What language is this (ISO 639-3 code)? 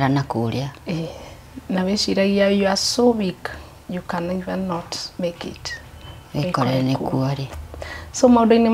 kik